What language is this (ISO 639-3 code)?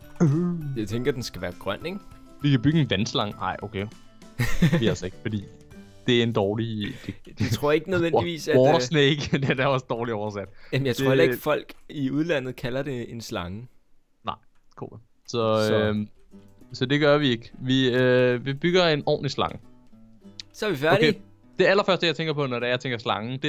dan